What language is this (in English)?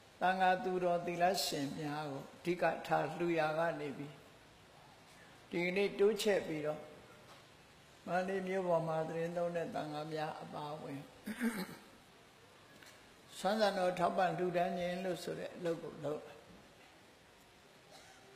Burmese